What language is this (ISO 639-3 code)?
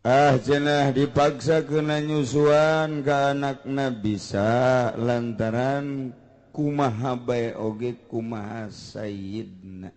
sun